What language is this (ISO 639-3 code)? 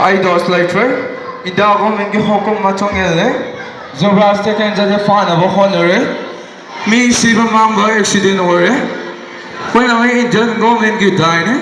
mni